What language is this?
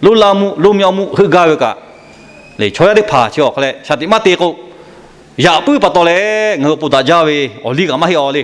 Lahu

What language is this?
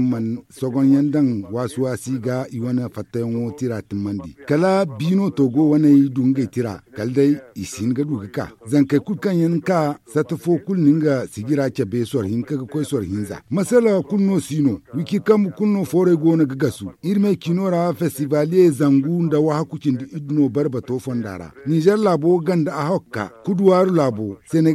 Zarma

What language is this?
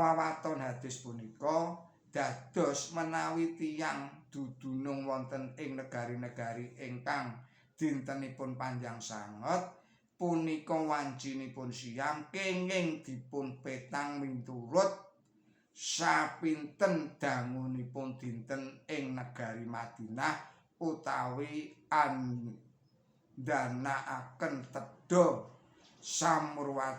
Javanese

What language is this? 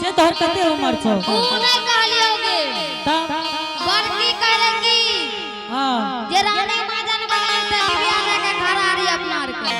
Angika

